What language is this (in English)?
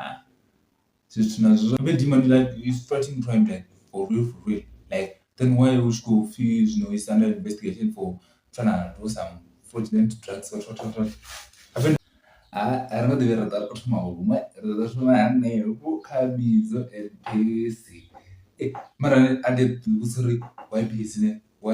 Venda